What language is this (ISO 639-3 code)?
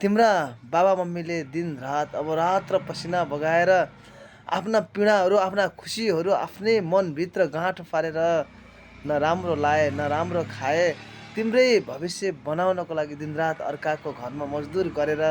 nep